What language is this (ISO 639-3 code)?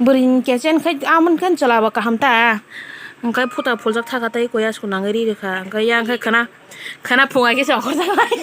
trp